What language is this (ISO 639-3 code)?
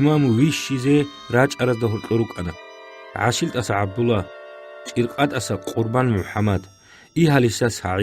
ava